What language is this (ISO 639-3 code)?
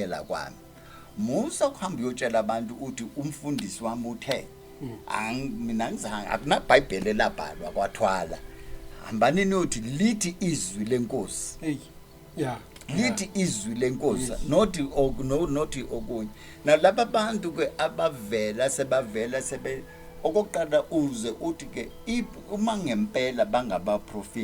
zul